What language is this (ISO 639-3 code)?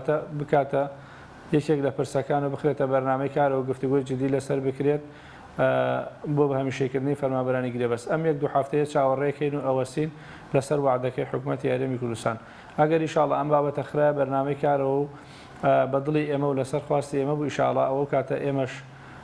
ckb